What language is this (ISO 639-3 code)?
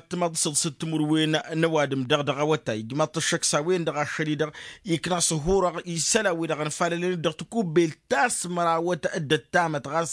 taq